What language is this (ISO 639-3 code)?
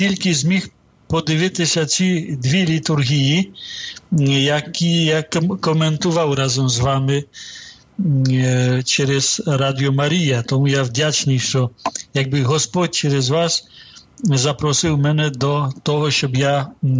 ukr